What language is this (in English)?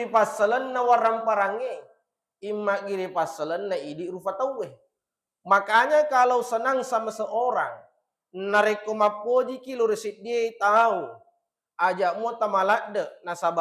Buginese